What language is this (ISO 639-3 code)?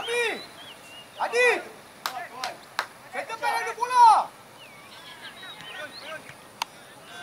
msa